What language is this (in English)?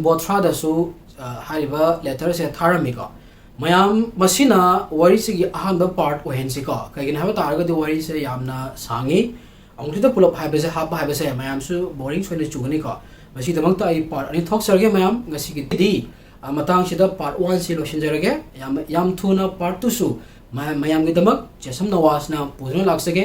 Manipuri